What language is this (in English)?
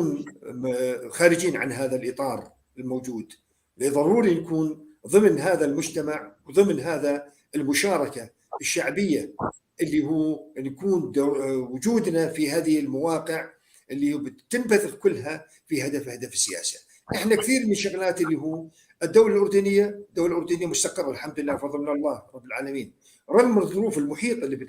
North Levantine Arabic